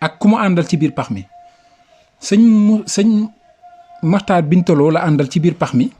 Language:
Wolof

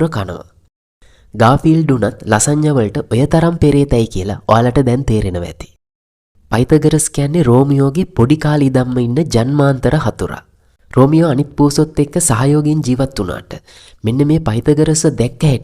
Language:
Sinhala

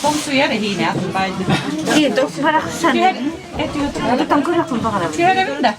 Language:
Yakut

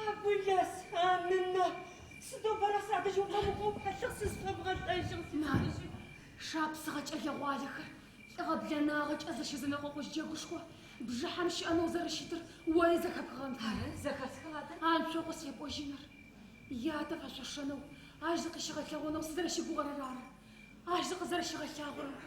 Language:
Adyghe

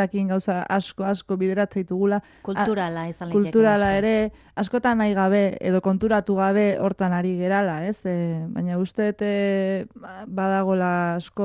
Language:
Basque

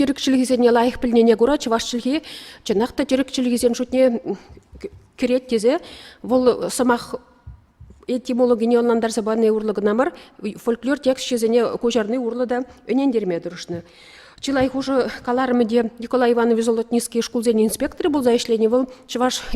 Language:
Chuvash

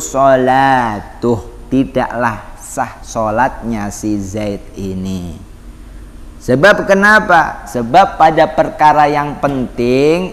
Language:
Indonesian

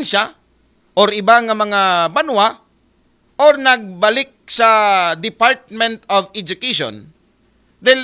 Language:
Aklanon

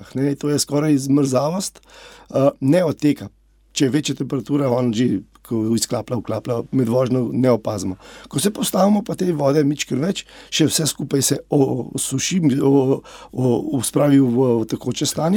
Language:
Slovenian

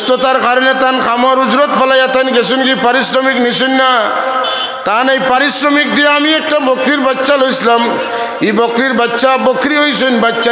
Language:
Sylheti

